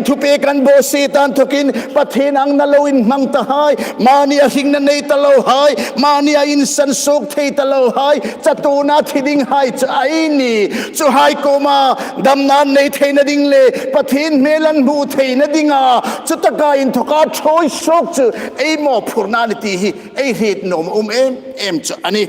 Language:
Hmar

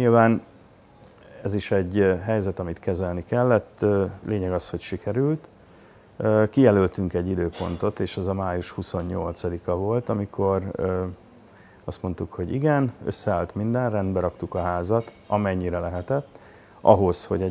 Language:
Hungarian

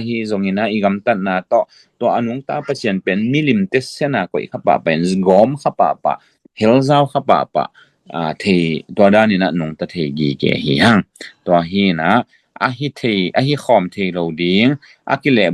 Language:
Tedim Chin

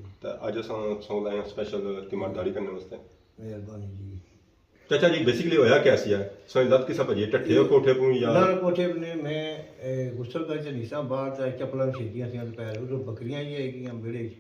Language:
Pahari-Potwari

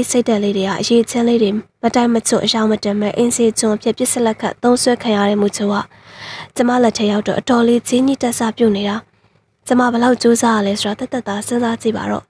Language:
Burmese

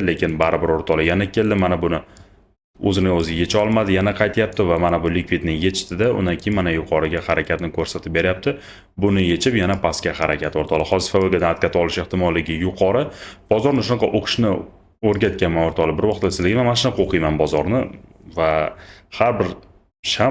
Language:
Uzbek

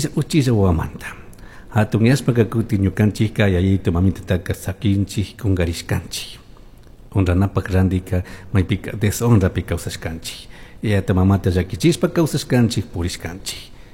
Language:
Chimborazo Highland Quichua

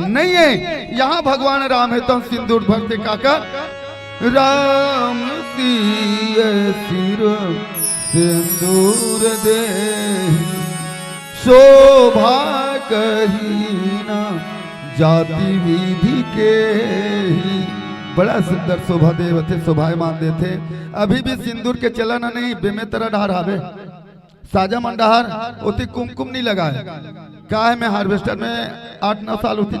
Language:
Chhattisgarhi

